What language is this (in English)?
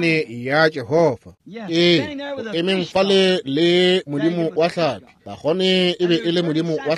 Northern Sotho